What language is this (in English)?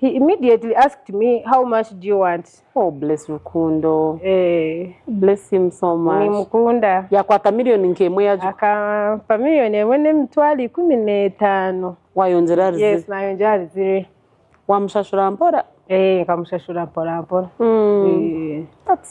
Nyankole